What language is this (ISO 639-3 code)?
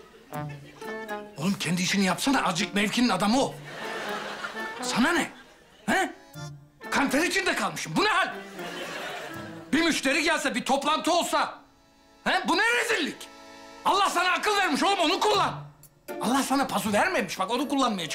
tur